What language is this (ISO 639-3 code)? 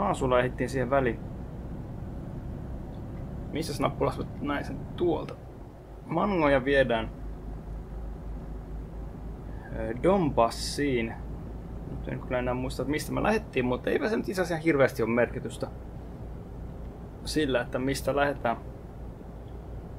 fin